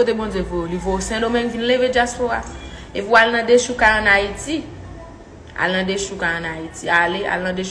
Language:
Haitian Creole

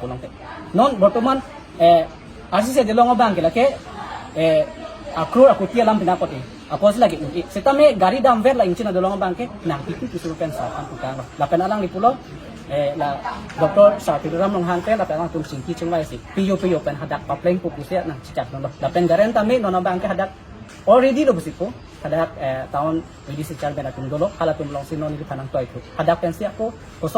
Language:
Karbi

